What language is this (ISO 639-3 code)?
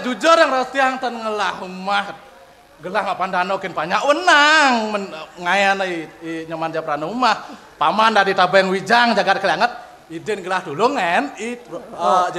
ban